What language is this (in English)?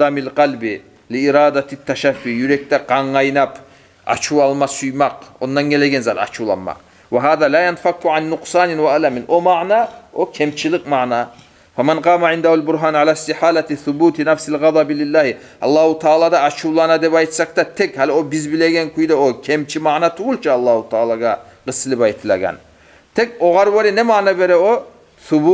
Kumyk